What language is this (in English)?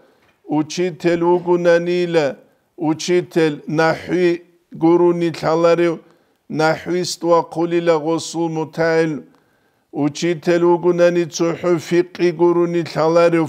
Avaric